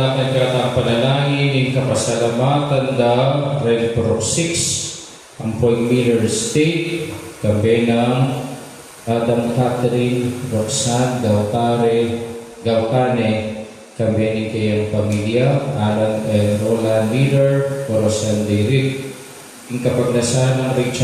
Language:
Pampanga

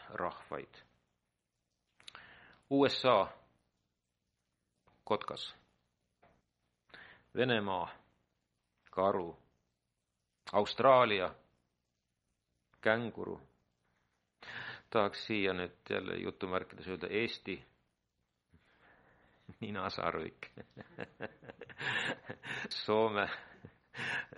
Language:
Estonian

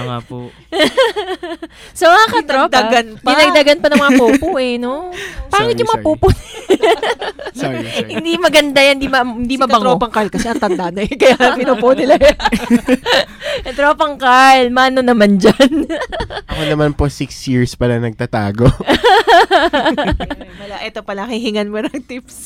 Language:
Filipino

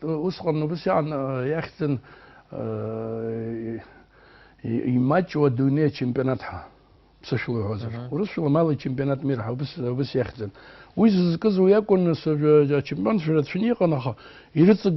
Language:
Abkhazian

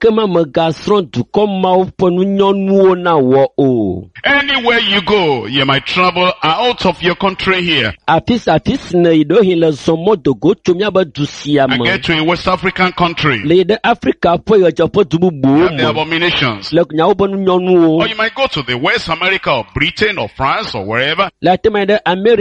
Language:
Ewe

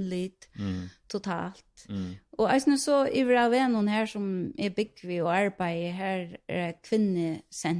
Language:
Faroese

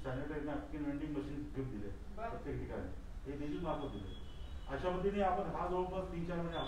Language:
Marathi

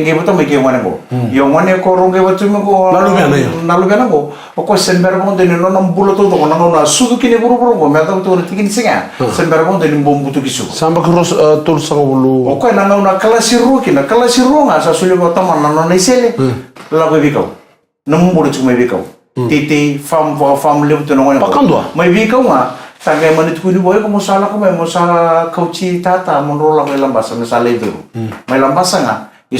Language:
Fijian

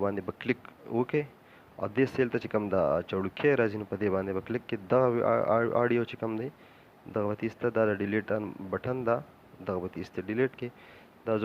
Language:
Pashto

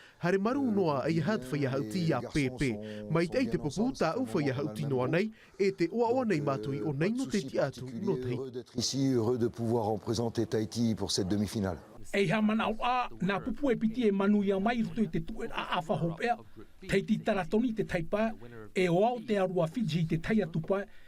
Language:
Tahitian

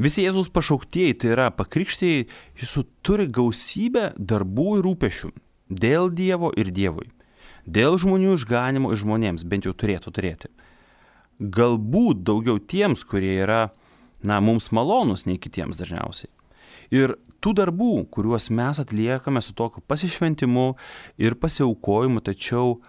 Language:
Lithuanian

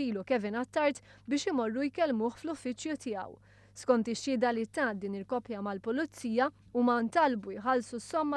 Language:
Maltese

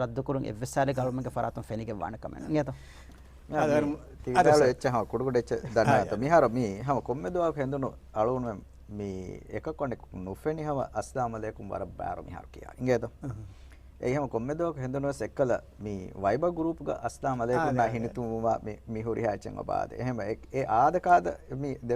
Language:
Divehi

